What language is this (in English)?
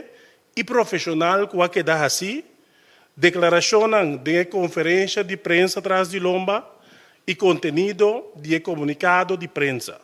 Papiamento